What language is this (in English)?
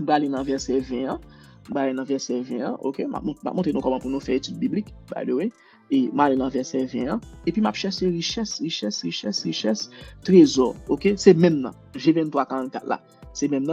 Haitian Creole